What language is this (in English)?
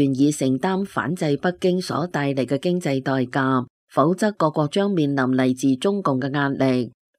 Cantonese